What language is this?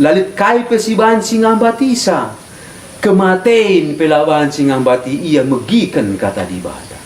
Batak Karo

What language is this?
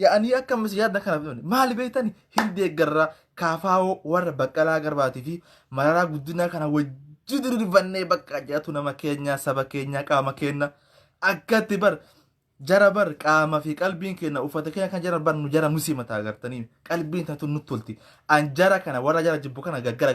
Oromo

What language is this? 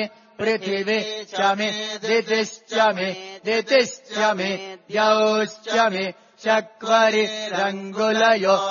Sanskrit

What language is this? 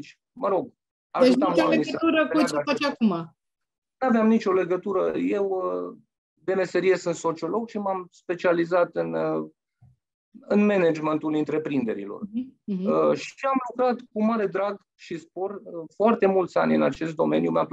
Romanian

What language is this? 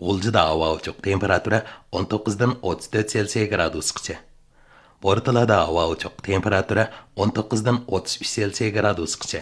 Uyghur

